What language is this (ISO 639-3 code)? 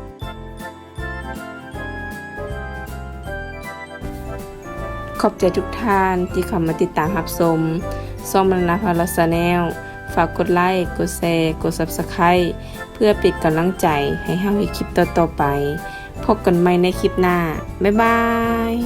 lao